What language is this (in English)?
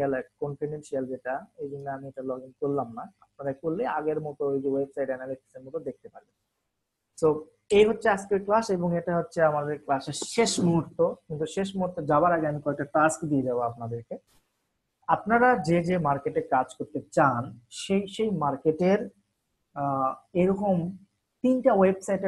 Bangla